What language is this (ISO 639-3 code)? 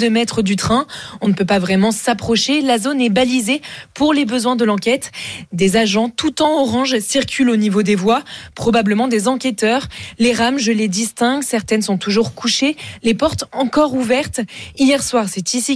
fra